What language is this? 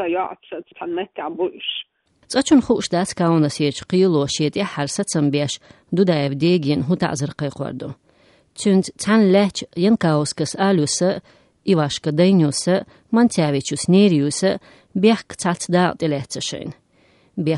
Chechen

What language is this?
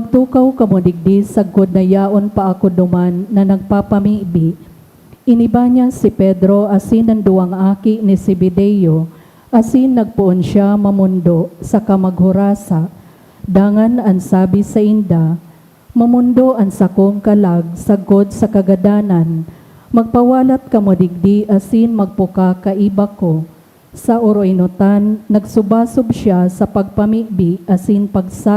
Bikol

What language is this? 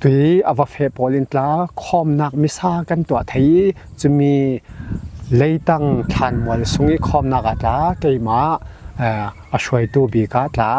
Falam Chin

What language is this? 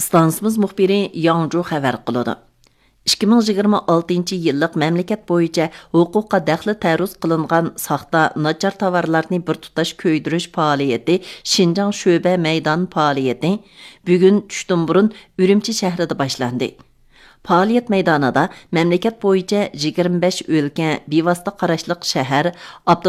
Uyghur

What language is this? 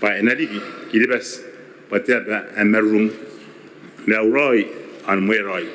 Gilbertese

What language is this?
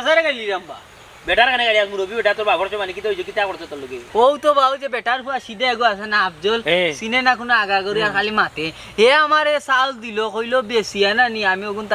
Sylheti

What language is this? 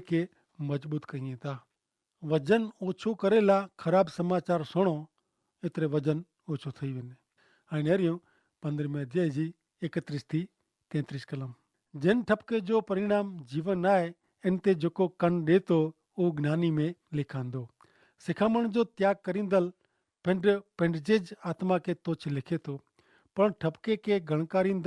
Kachhi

